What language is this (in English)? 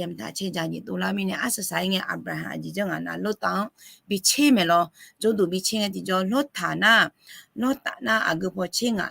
Akha